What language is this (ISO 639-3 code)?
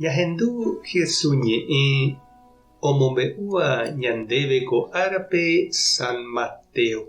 grn